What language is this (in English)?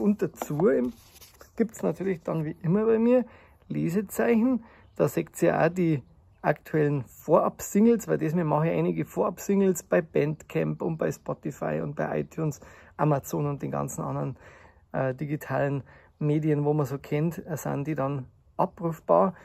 Bavarian